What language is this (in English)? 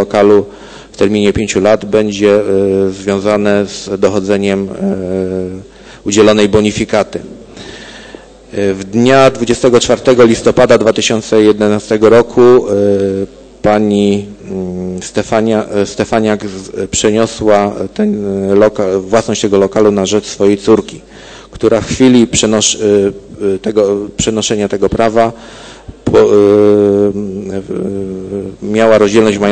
Polish